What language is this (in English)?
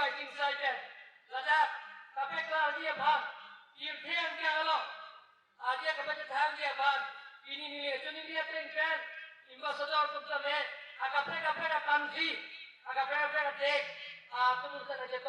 Karbi